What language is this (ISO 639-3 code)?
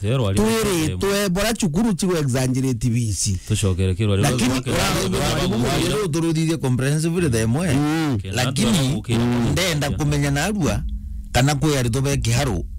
mer